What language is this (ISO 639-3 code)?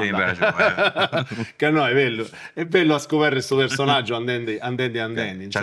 srd